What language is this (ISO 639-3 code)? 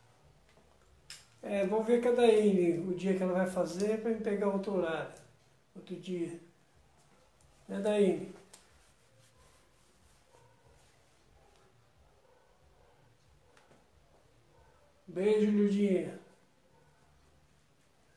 por